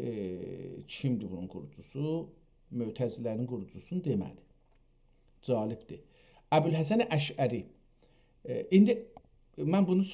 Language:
South Azerbaijani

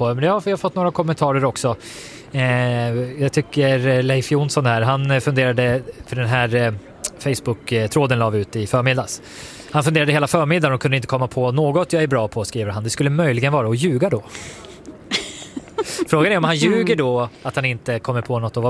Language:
Swedish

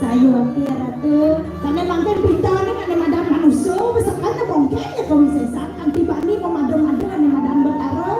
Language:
Balinese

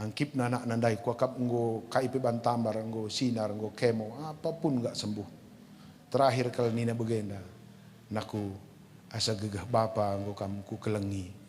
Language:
Batak Karo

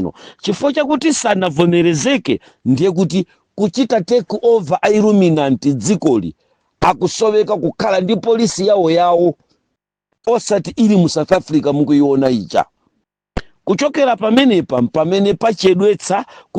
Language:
Nyanja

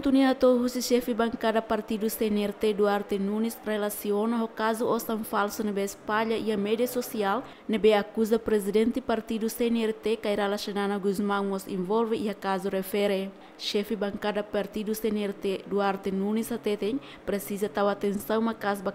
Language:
Tetum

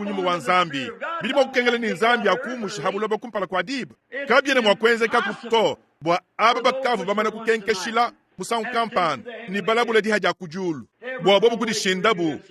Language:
Luba-Lulua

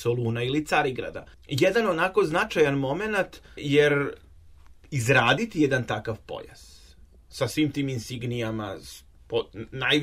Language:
Serbian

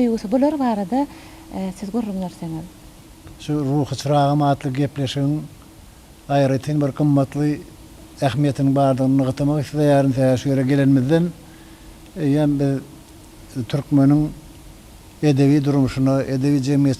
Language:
Turkmen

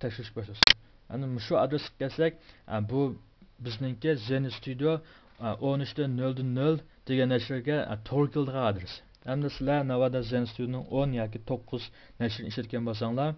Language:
Uyghur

